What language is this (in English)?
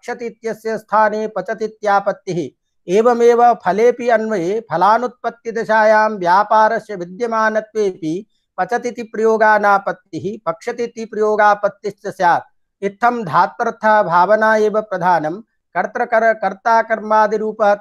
Sanskrit